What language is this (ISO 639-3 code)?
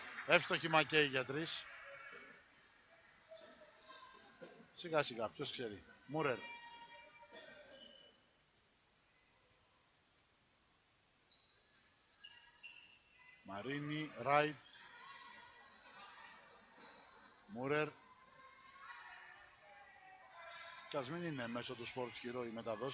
ell